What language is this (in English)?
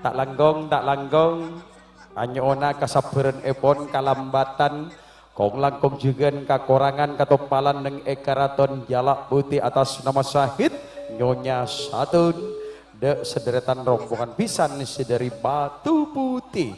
Madurese